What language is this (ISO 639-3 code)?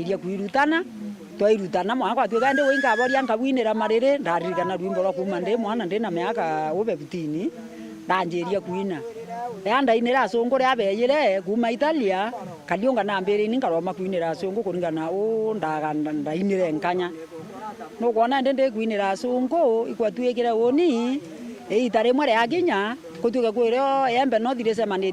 mer